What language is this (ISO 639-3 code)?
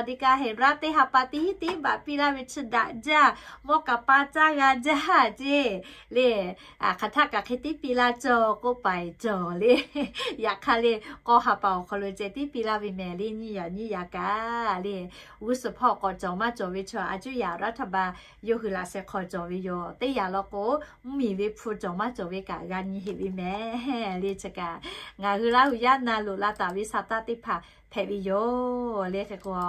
lhu